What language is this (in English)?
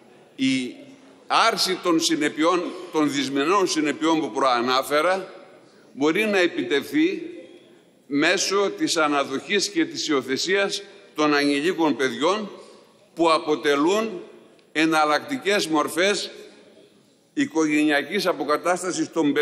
Greek